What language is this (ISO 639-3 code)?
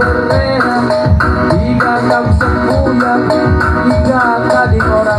btx